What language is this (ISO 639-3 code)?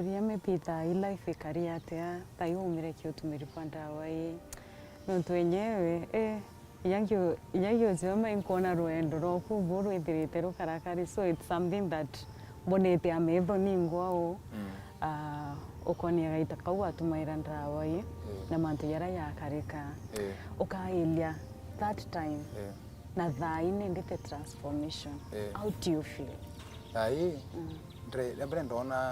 mer